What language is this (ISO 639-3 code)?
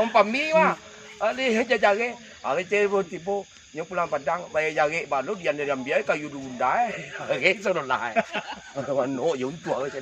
min